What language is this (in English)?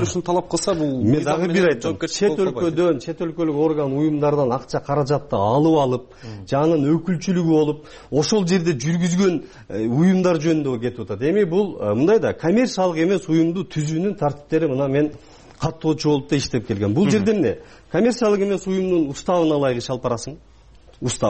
Kyrgyz